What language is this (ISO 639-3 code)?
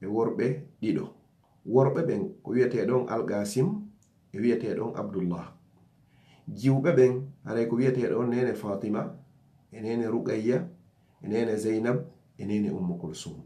ful